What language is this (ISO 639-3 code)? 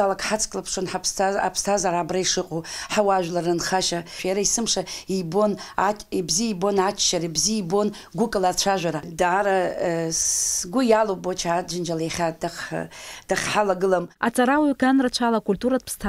abk